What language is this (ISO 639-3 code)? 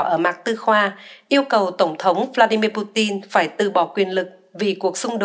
vie